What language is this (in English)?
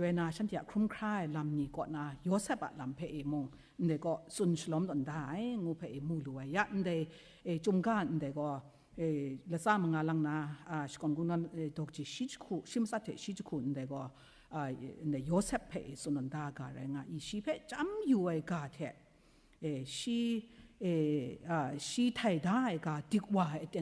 Kachin